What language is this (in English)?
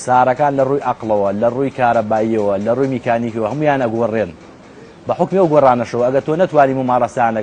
Central Kurdish